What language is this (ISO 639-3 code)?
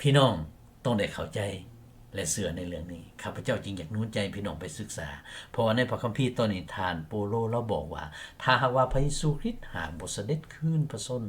lao